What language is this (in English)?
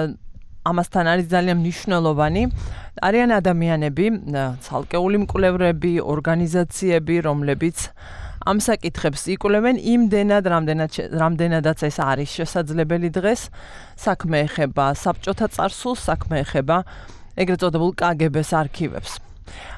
Georgian